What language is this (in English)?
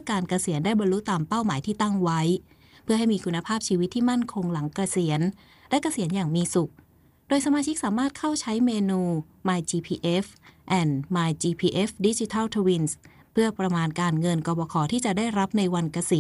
Thai